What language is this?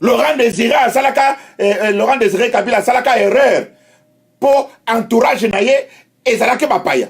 Lingala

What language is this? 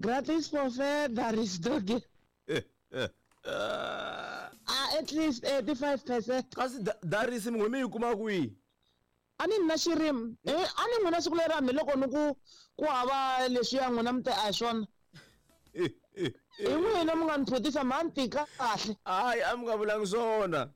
Tsonga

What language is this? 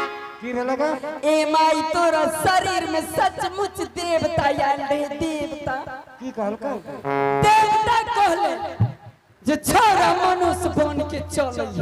Angika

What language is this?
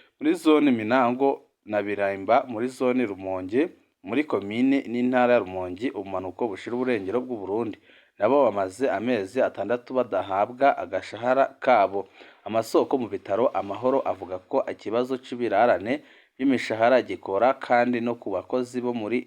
Rundi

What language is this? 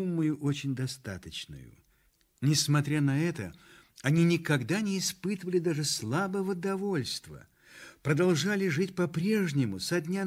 Russian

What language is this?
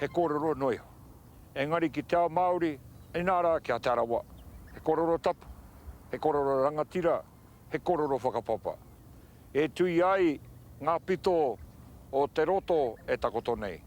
Māori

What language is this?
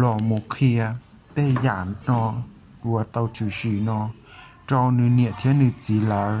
Hmong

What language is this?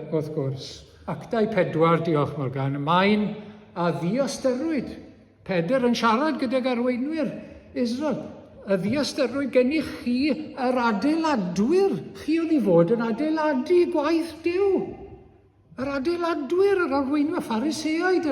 Welsh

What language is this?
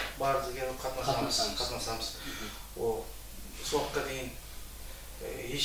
Kara-Kalpak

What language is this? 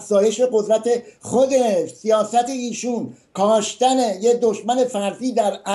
Persian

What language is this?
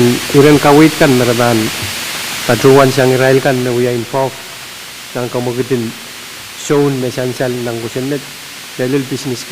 Pohnpeian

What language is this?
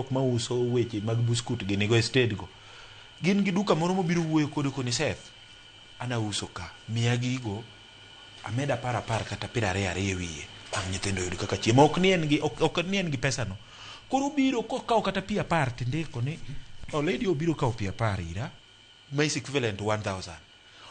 Luo (Kenya and Tanzania)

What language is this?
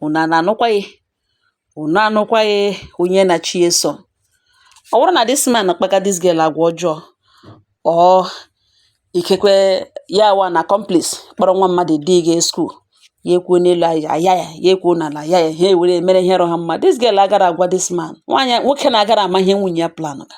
Igbo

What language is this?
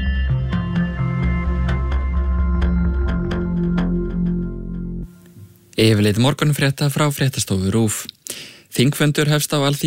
Icelandic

